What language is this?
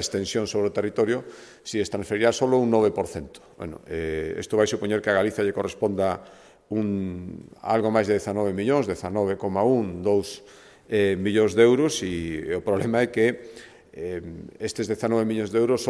Galician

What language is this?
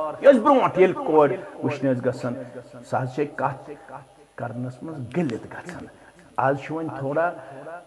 Kashmiri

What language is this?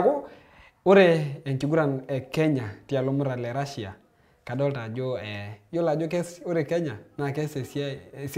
Masai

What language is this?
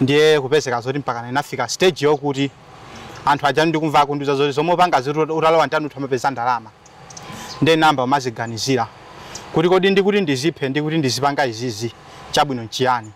Nyanja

